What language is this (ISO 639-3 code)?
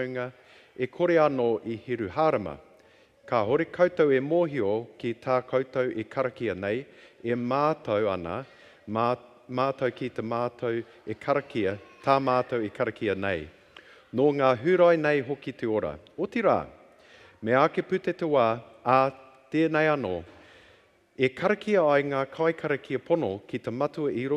mri